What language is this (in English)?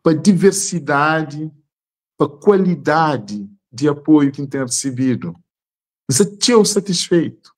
Kabuverdianu